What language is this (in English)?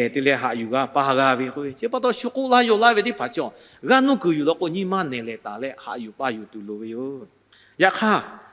Lahu